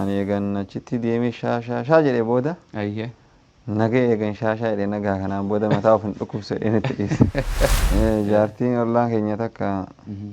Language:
Oromo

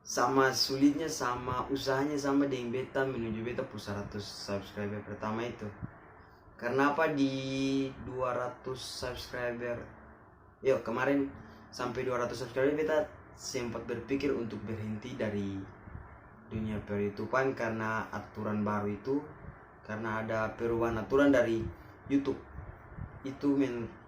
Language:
Ambonese Malay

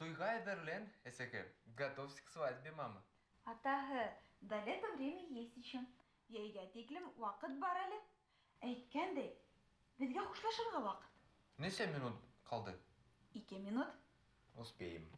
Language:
Bashkir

